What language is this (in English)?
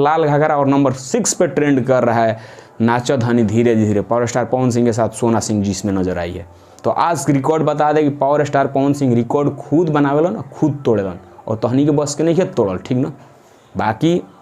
Bhojpuri